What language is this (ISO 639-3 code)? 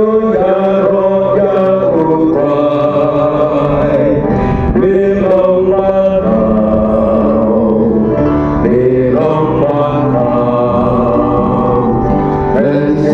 kha